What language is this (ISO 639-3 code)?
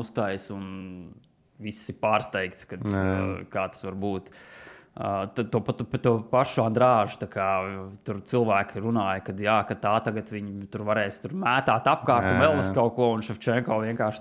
lav